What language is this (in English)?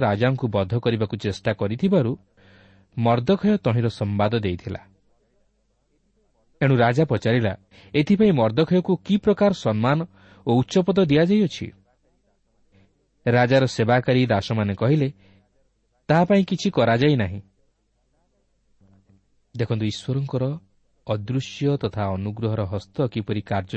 Odia